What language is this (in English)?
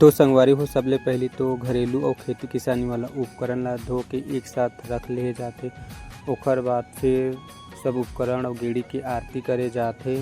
Chhattisgarhi